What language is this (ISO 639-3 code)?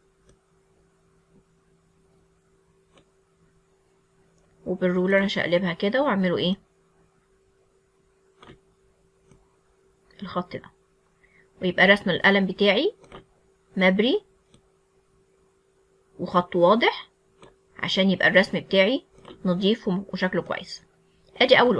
arz